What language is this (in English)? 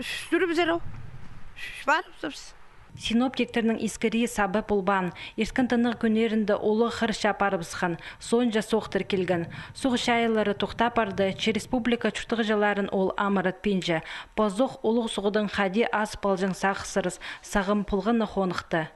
Khakas